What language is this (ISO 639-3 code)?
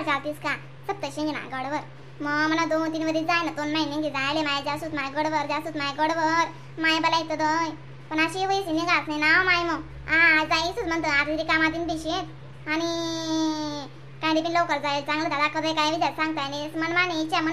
khn